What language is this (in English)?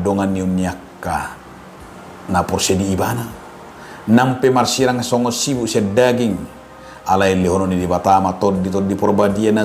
Batak Toba